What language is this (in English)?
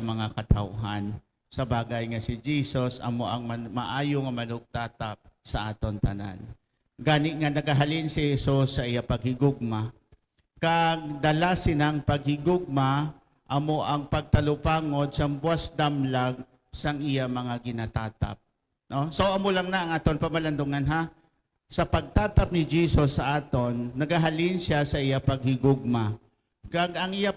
Hiligaynon